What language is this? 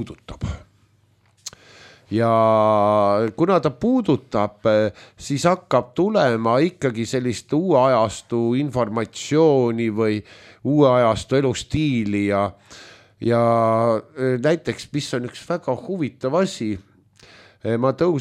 Estonian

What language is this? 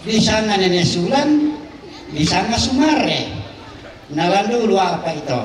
Toraja-Sa'dan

